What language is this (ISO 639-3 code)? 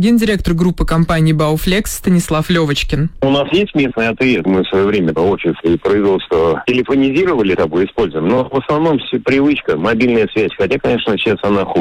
rus